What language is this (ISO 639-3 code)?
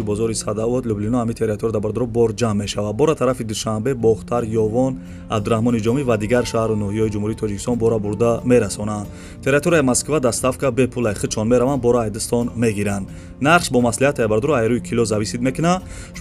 tgk